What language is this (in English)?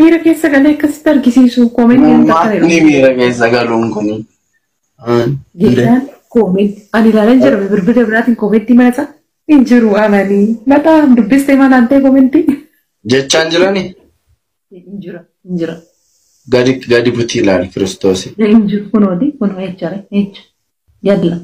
Oromo